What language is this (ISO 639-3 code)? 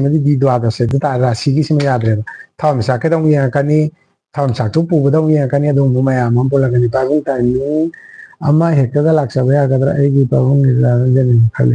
mni